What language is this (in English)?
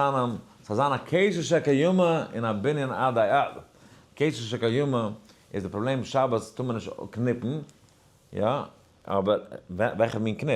Yiddish